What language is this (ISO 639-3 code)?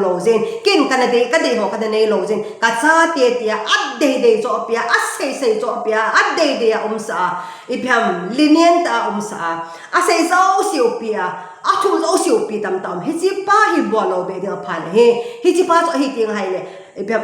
tcz